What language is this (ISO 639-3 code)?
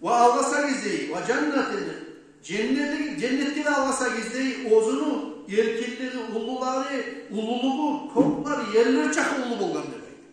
kum